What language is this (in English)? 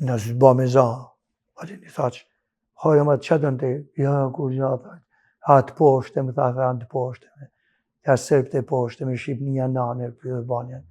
Albanian